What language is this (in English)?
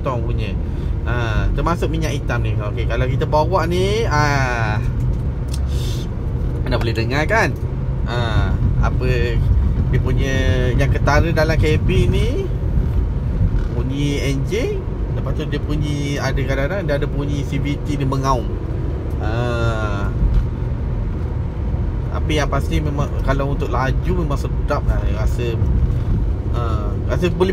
Malay